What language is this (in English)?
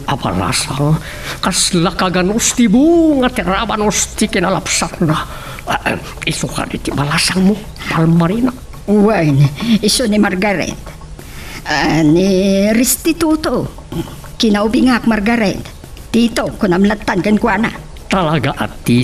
Iloko